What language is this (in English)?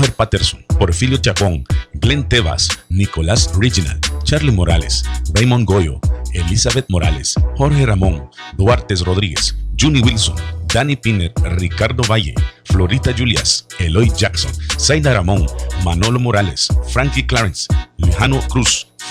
Mískito